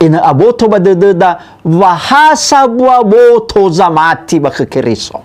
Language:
Nias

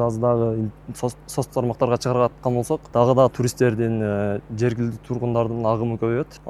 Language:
Kyrgyz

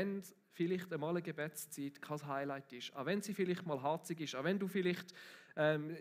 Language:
Swiss German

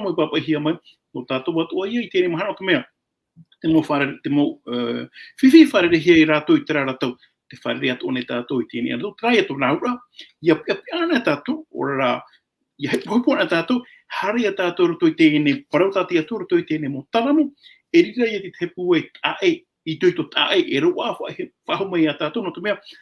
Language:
Tahitian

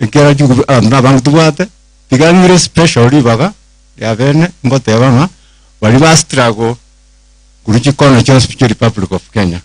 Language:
Gusii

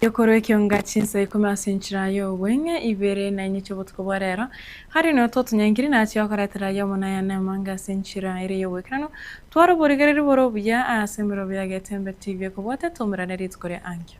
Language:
Gusii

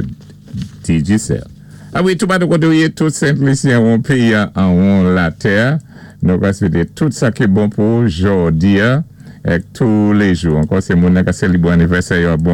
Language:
Saint Lucian Creole French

